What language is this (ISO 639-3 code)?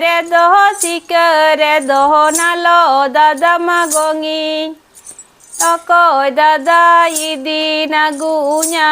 sat